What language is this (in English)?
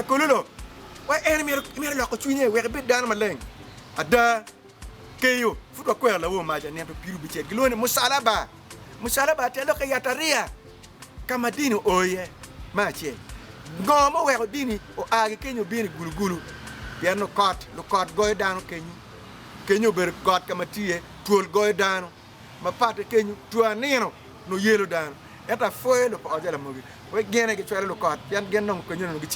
Acoli